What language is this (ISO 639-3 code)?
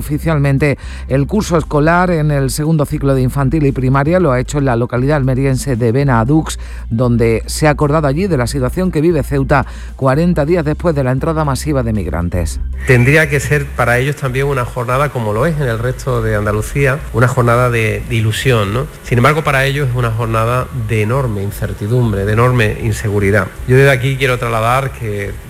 spa